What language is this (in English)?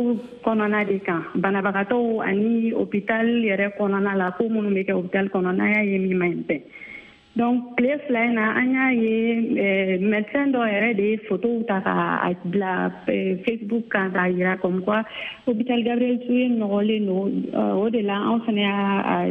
Bambara